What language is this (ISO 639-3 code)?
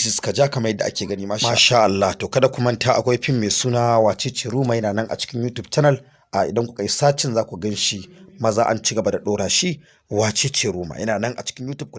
hau